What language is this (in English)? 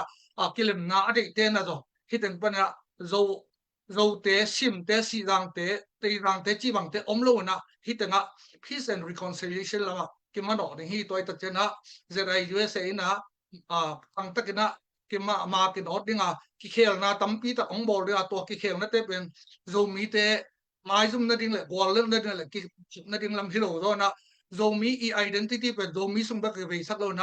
Tedim Chin